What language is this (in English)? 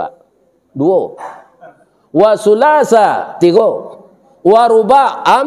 Minangkabau